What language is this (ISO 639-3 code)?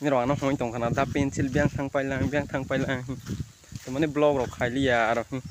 trp